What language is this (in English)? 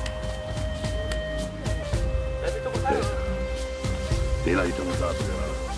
Spanish